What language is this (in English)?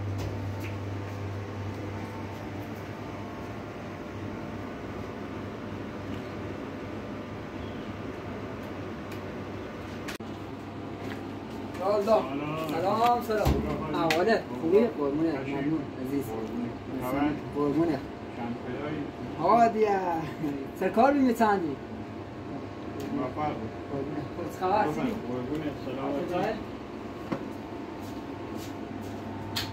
Persian